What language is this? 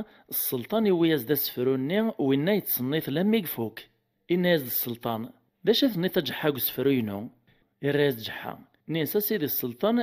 Kabyle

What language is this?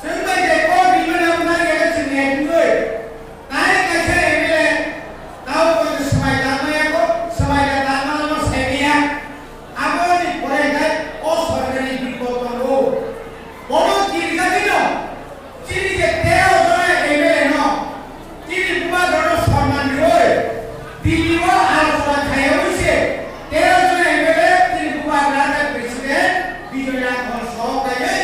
Kok Borok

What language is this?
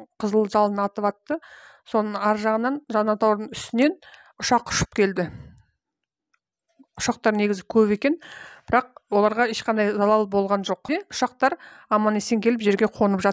Kazakh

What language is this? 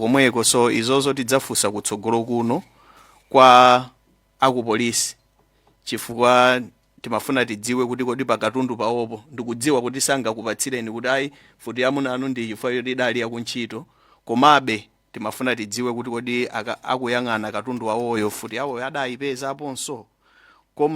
Nyanja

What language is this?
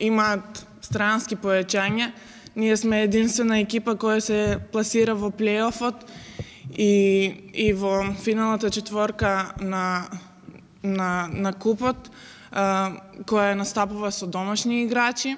Macedonian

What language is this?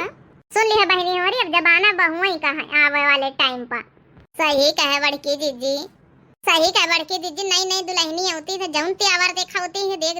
Awadhi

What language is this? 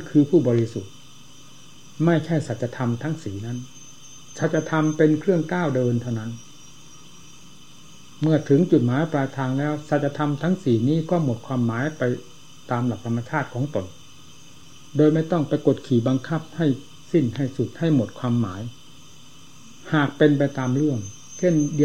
Thai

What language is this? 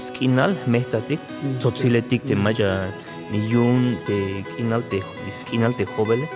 Tzeltal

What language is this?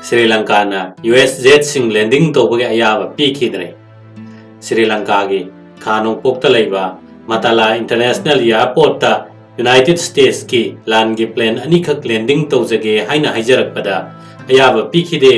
Manipuri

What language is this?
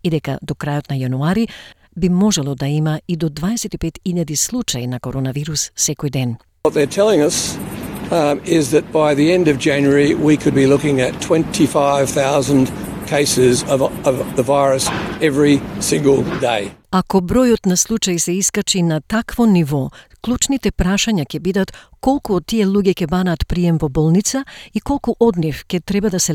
Macedonian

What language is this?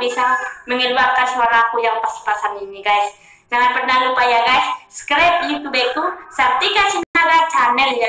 Indonesian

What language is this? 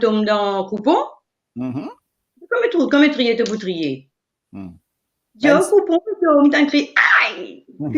Morisyen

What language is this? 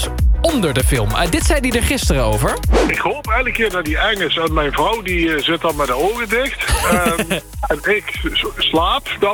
Dutch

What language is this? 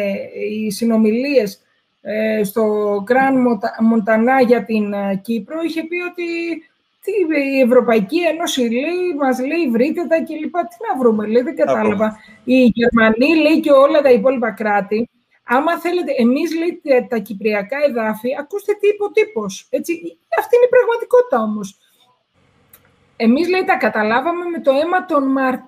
Greek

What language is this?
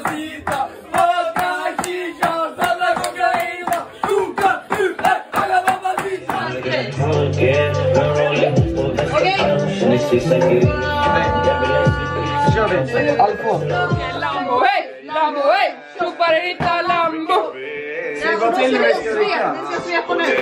Swedish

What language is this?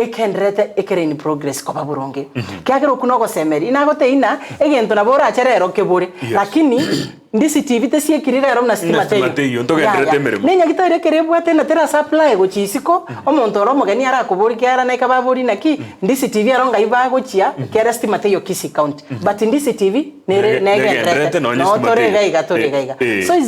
Gusii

